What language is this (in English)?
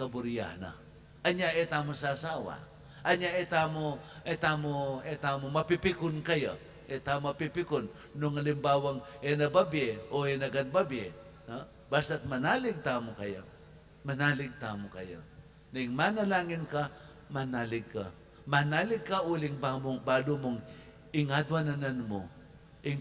Pampanga